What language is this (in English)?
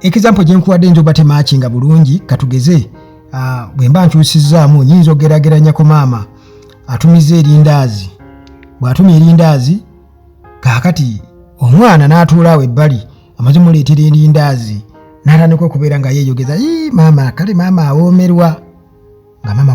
Ganda